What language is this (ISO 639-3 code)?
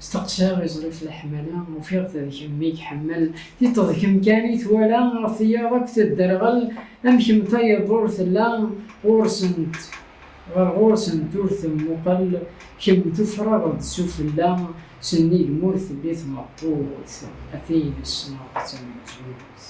kab